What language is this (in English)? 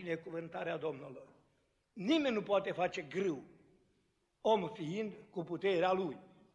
Romanian